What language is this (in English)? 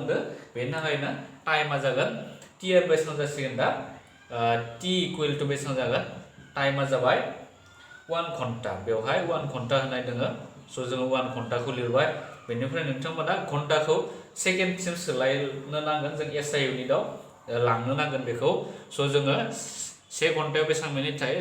Bodo